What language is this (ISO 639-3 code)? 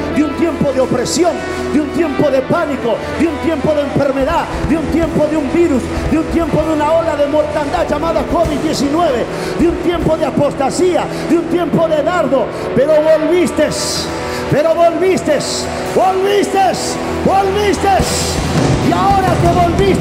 spa